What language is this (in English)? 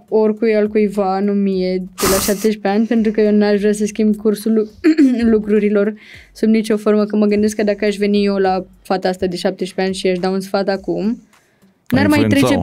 Romanian